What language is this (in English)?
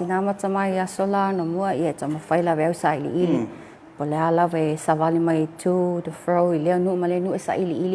Samoan